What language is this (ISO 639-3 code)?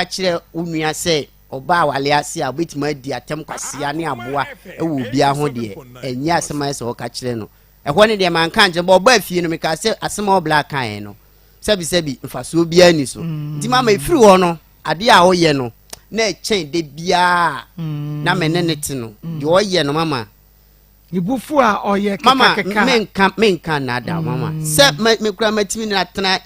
aka